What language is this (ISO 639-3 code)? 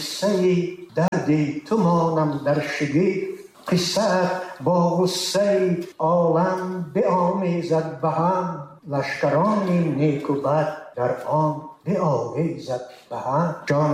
tgk